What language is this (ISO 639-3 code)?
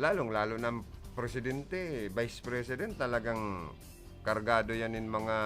bik